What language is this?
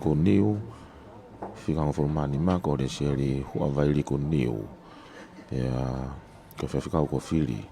Tongan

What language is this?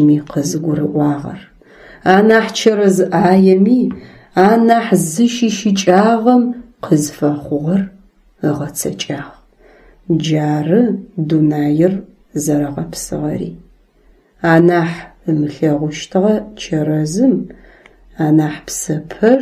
Adyghe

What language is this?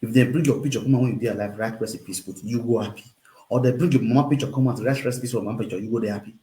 Nigerian Pidgin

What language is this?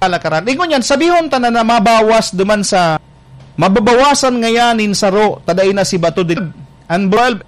Bikol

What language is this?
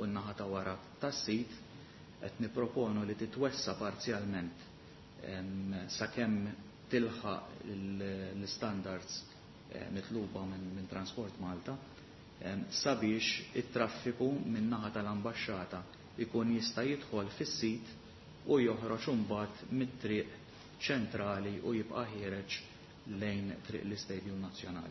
Maltese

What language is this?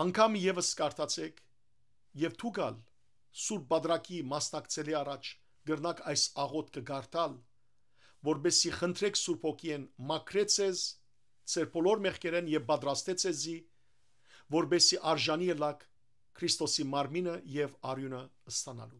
Western Armenian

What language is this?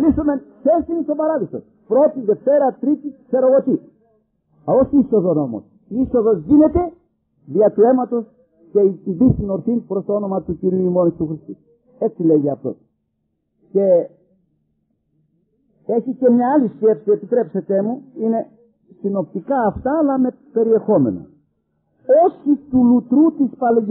Greek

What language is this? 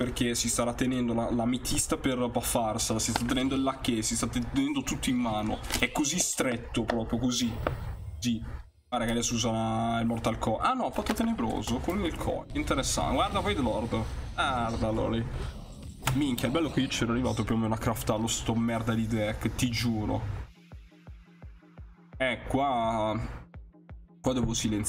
Italian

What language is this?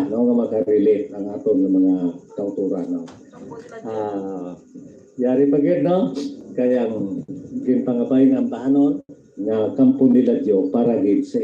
Hiligaynon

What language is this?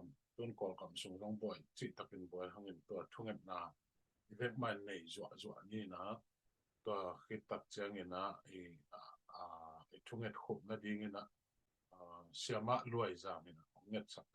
Tedim Chin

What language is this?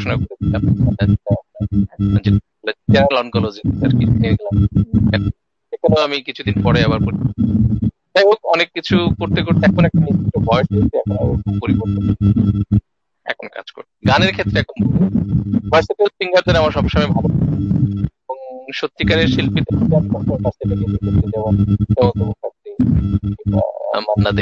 Bangla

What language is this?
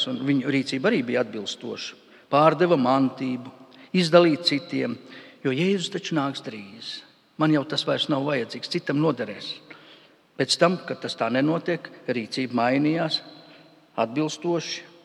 Latvian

